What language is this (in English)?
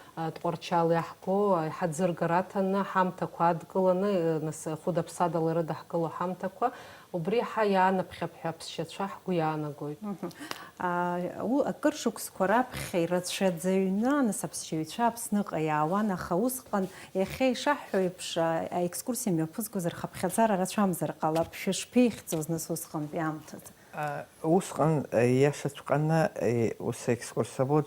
Abkhazian